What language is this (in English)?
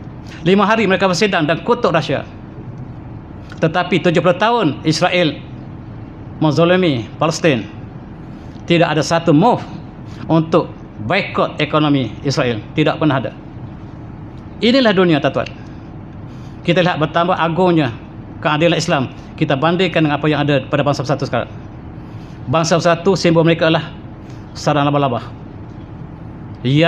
Malay